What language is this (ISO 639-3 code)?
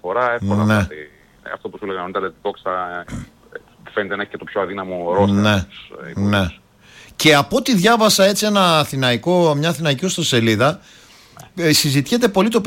ell